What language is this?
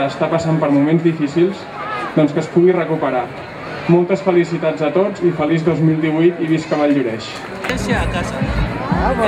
Catalan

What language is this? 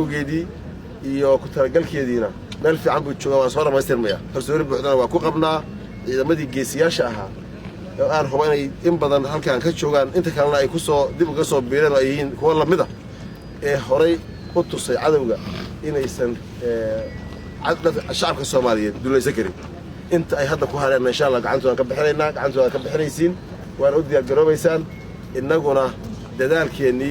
Somali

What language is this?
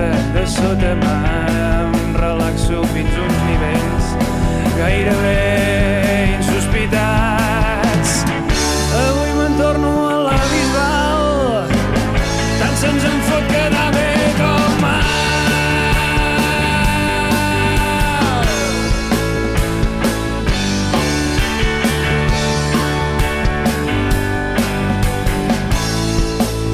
Catalan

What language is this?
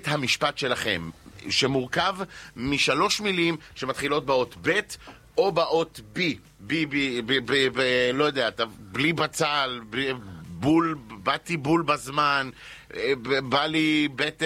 Hebrew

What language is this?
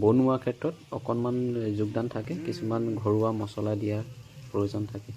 Assamese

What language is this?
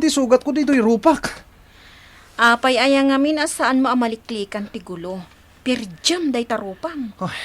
Iloko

